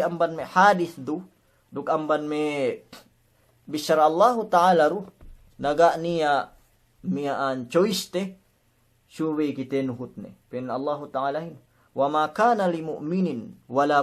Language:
Yakan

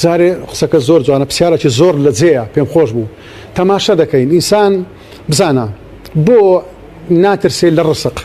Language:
Central Kurdish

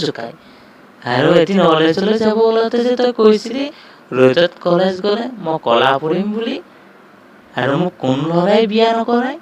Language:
Assamese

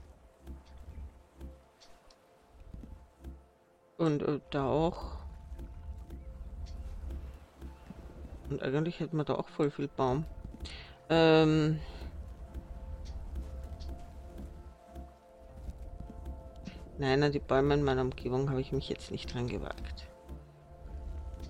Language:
German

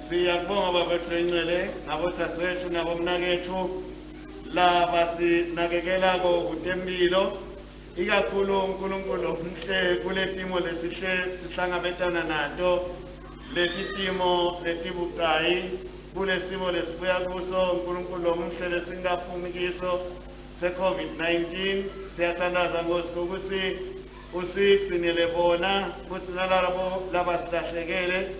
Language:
Swati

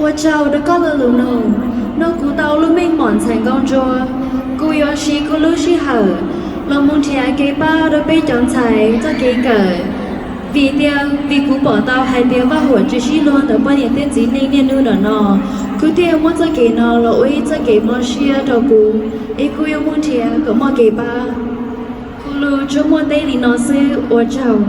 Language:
Hmong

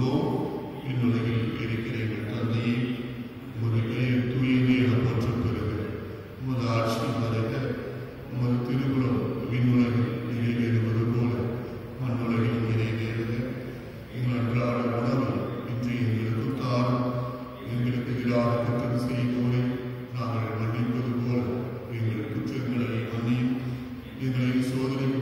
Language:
Tamil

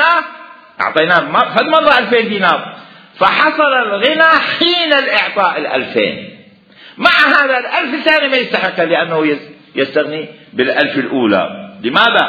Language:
Mesopotamian Arabic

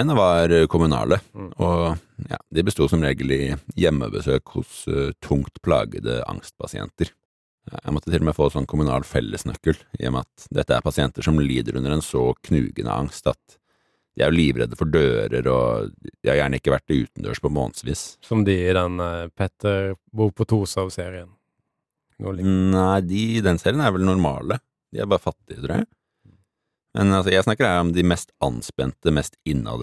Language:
Norwegian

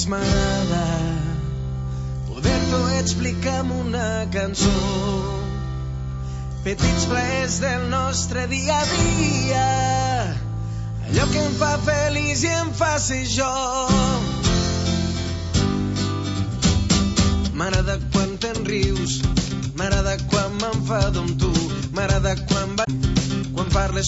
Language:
Catalan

